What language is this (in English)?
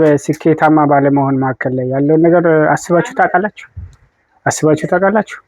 Amharic